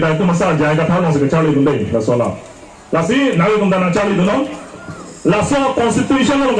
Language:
Karbi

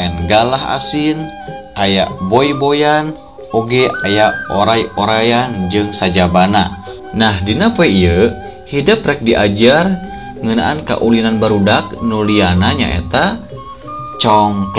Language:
Sundanese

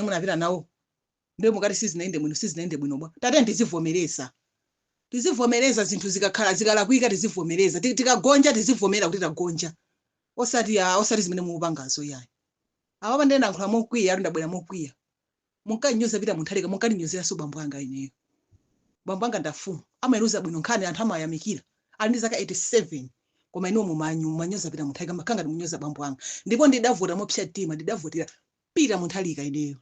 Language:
Nyanja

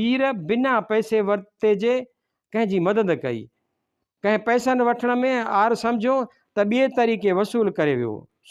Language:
Sindhi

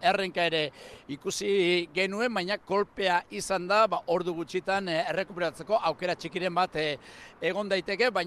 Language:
Basque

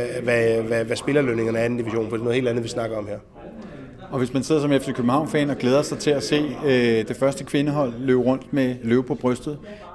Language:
Danish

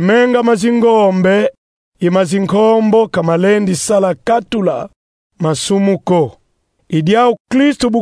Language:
Kongo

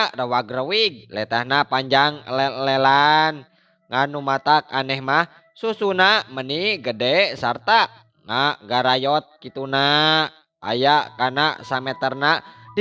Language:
Sundanese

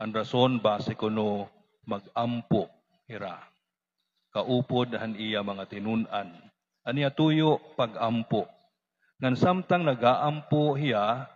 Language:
Waray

